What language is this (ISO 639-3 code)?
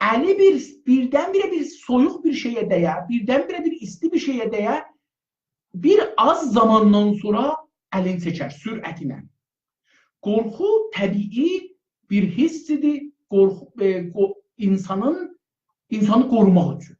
azb